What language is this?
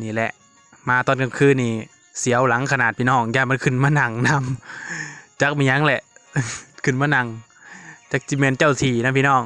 Lao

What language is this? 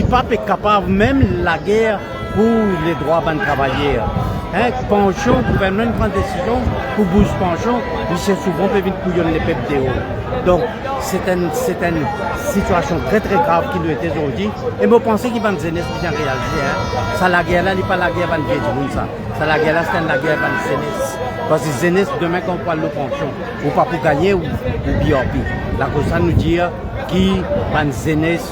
Morisyen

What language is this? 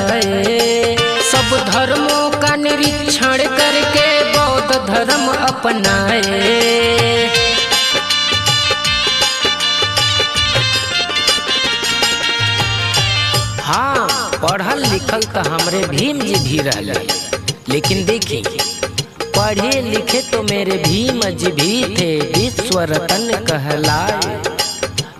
Bhojpuri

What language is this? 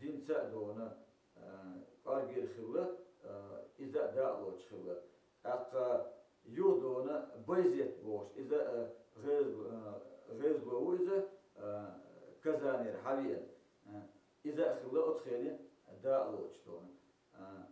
Chechen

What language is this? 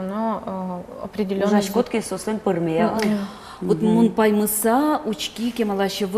Udmurt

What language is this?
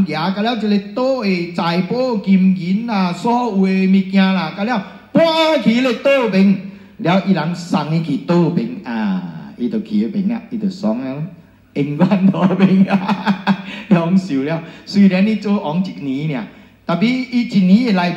Min Nan Chinese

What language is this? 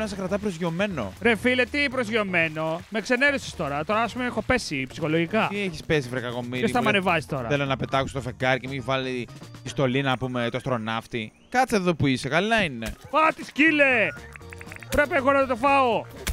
Greek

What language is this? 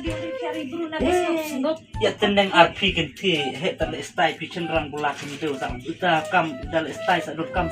Khasi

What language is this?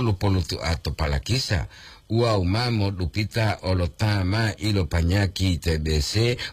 Gorontalo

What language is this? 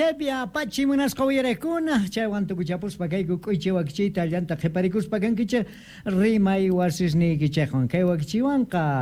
Quechua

